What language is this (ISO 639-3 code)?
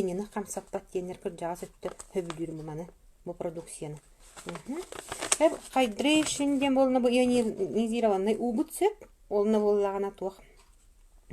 sah